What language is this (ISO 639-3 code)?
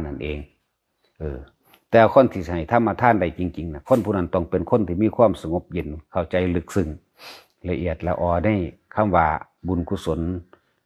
lao